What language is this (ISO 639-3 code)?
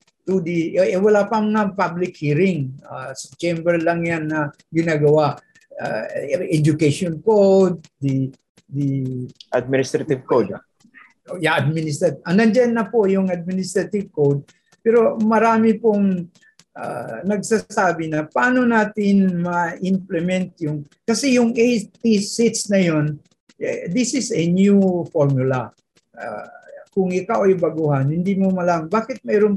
fil